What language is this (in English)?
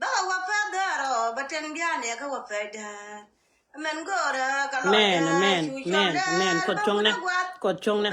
Nuer